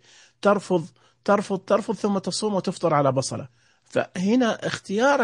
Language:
Najdi Arabic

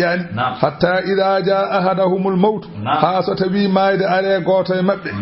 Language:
Fula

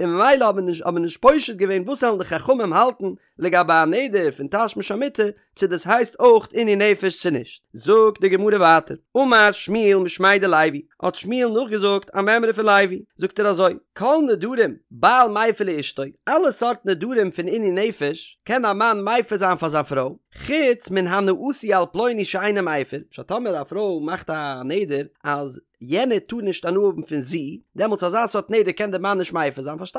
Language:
Yiddish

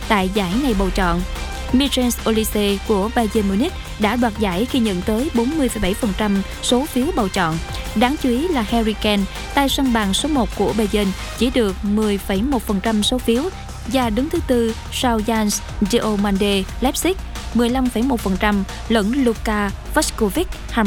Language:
Vietnamese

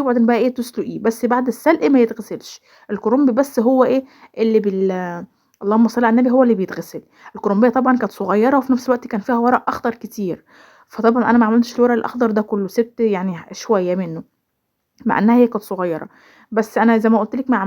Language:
Egyptian Arabic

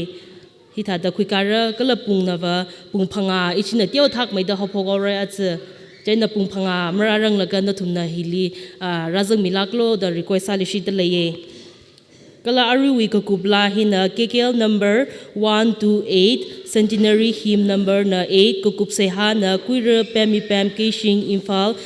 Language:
Tangkhul Naga (India)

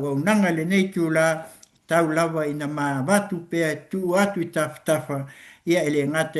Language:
Samoan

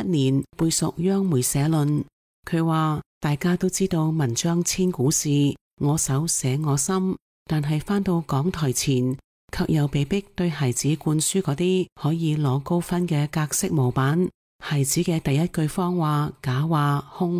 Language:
Cantonese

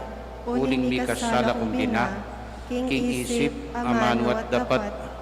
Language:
Pampanga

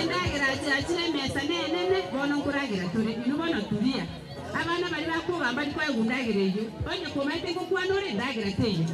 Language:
Gusii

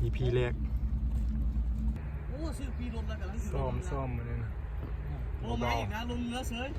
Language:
Lao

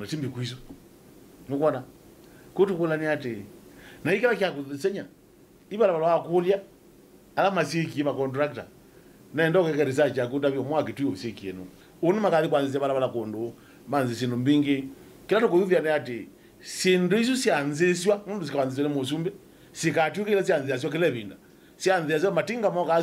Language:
Kamba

